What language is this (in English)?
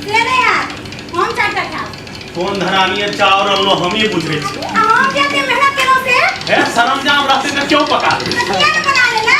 Maithili